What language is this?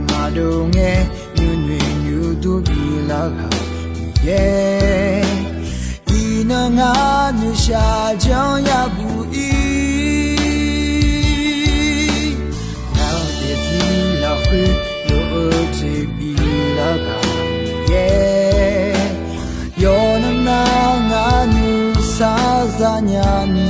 Akha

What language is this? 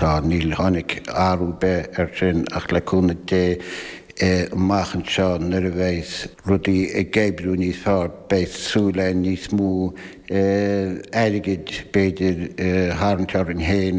Irish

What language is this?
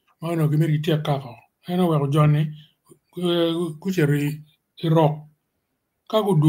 Acoli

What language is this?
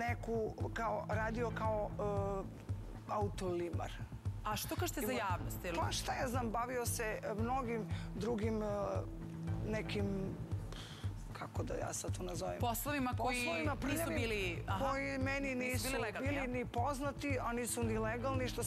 Serbian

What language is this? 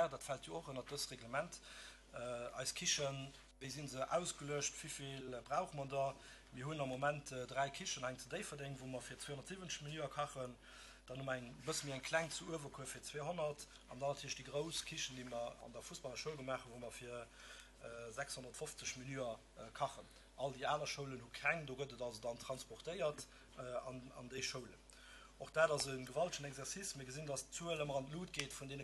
Luxembourgish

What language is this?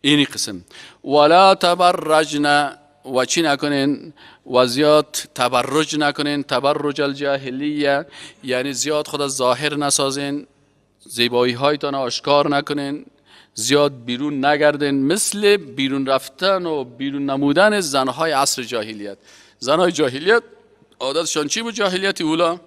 Persian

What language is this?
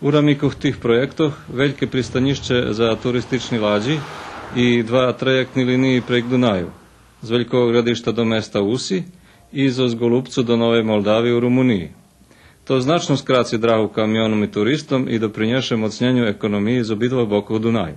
Rusyn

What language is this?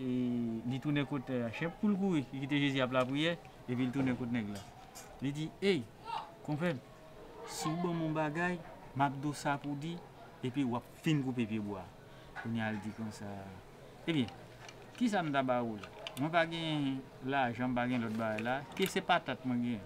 Haitian Creole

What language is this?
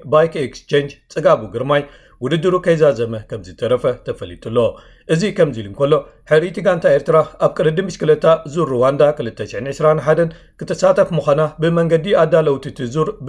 Tigrinya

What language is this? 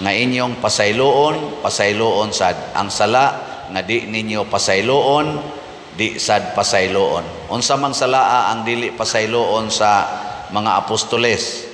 Cebuano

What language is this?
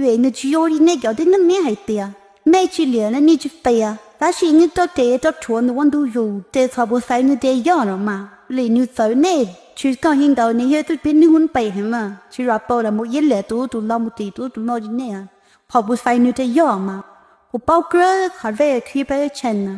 Hmong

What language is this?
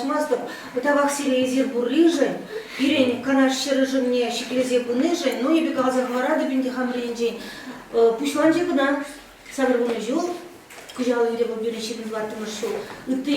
Chuvash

